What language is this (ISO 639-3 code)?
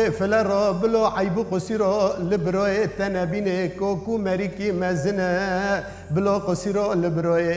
kur